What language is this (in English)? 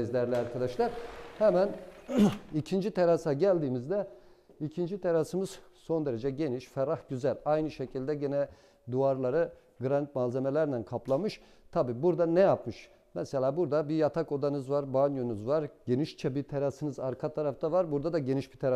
Turkish